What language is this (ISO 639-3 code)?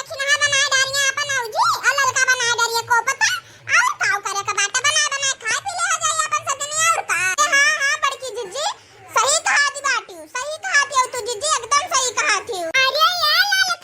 awa